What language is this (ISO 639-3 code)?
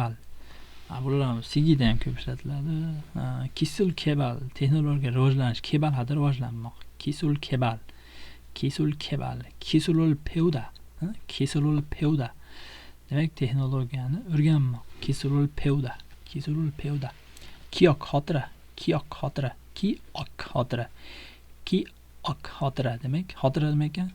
uzb